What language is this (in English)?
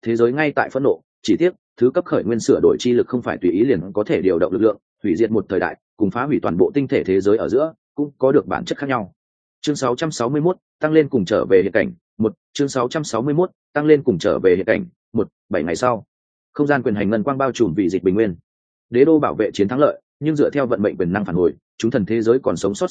Vietnamese